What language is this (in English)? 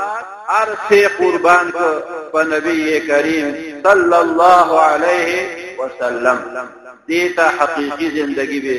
Pashto